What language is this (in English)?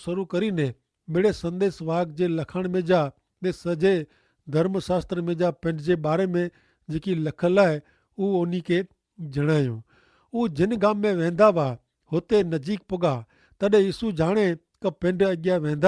Kachhi